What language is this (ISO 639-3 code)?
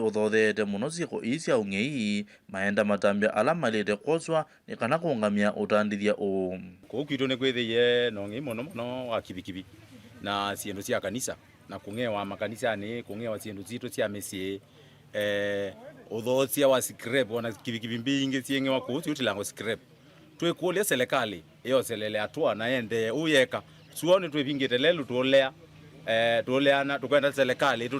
kam